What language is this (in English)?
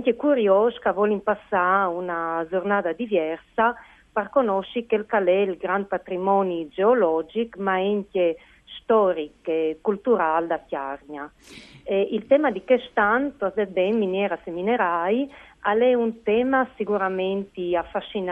Friulian